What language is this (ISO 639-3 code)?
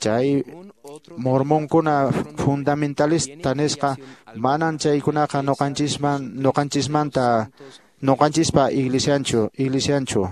que